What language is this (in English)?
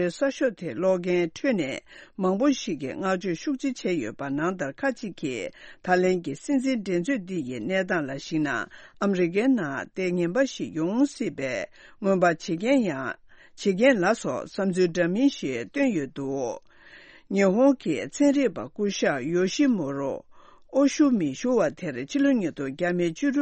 Tibetan